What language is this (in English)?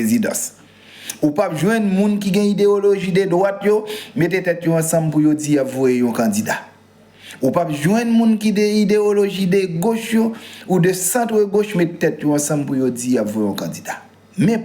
Haitian Creole